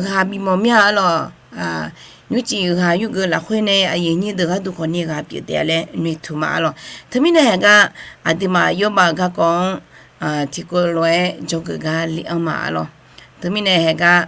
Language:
Akha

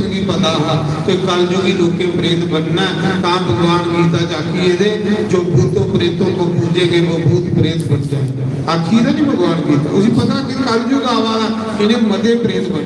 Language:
Dogri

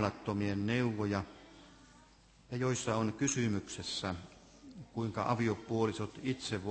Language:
Finnish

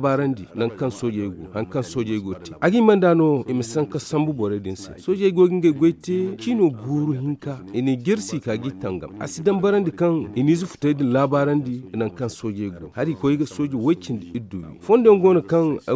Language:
Zarma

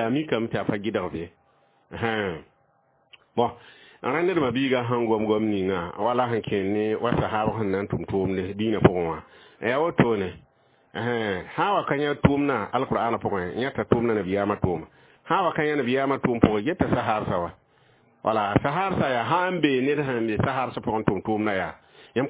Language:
Mossi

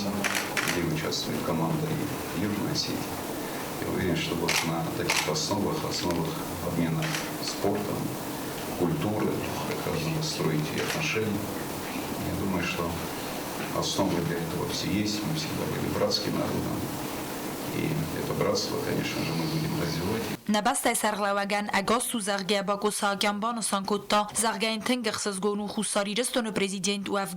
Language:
Ossetic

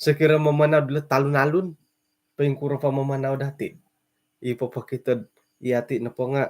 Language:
Central Dusun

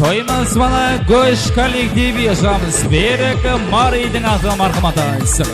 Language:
Kara-Kalpak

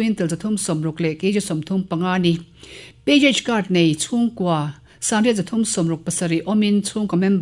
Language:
Mizo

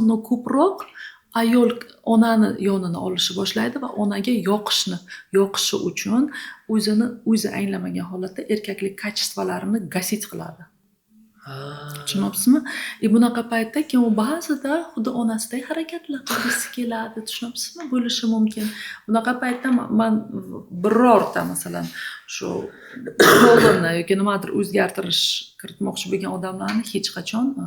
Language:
Uzbek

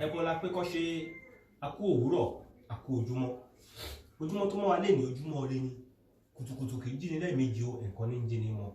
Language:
Yoruba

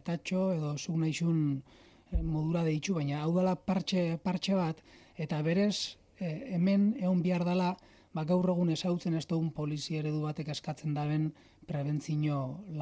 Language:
Basque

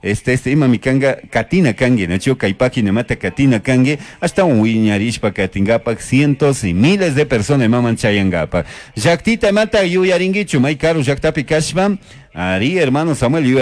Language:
Chimborazo Highland Quichua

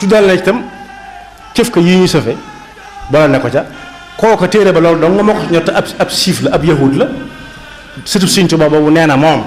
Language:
Wolof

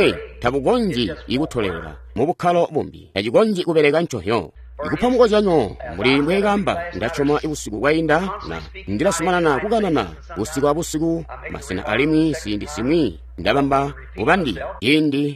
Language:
Tonga (Zambia)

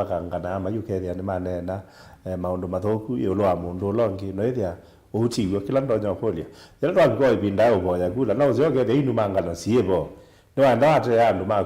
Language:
Kamba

